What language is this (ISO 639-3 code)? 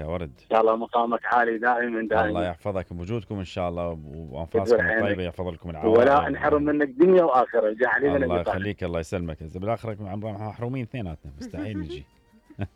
acm